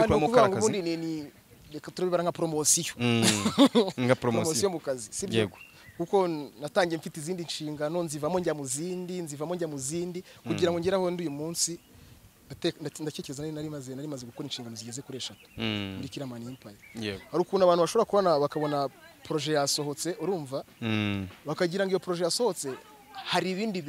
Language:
Kinyarwanda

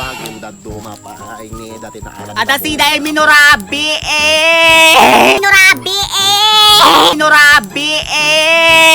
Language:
Iloko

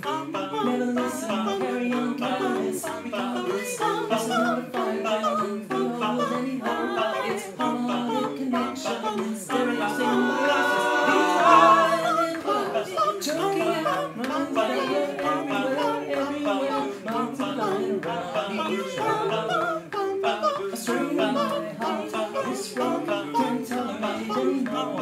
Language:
English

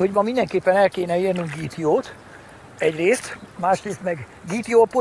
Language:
Hungarian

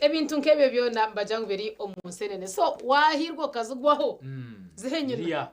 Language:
Nyankole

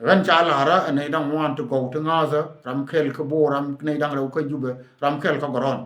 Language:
Nuer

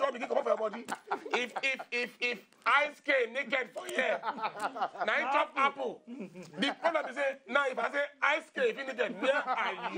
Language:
Nigerian Pidgin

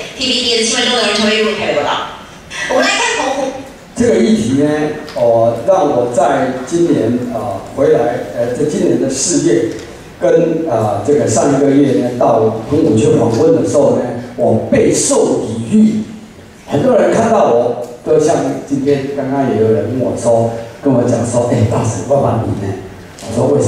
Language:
Chinese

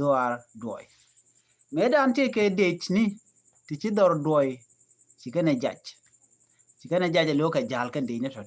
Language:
Nuer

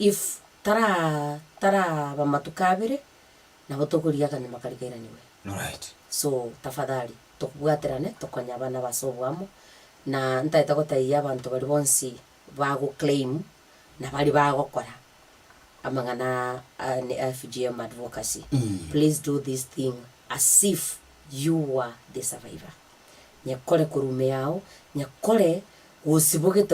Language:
Gusii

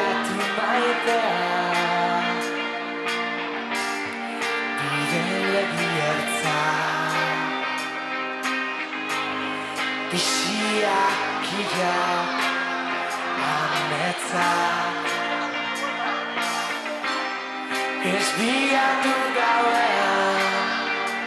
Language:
Basque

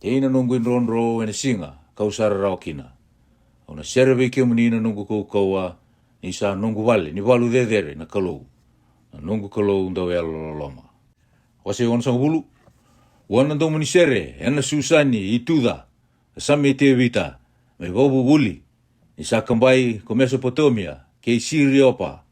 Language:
Fijian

